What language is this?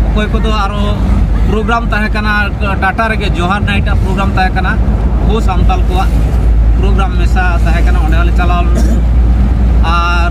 Santali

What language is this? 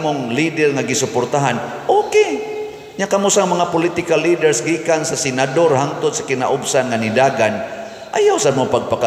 Cebuano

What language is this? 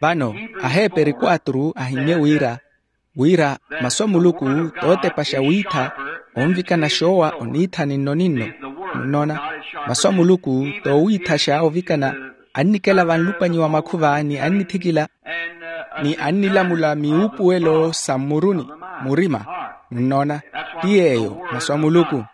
Makhuwa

